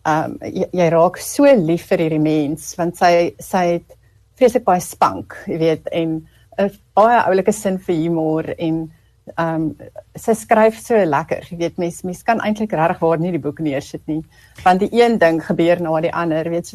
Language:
Afrikaans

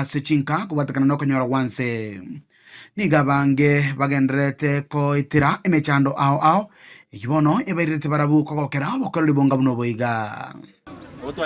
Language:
Gusii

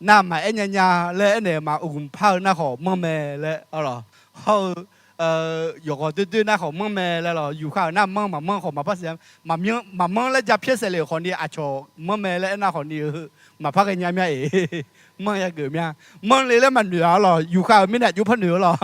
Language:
Akha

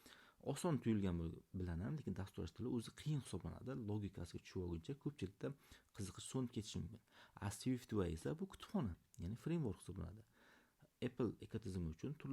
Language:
Uzbek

